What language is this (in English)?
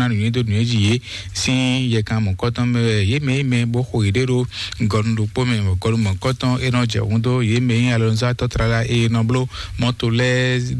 Fon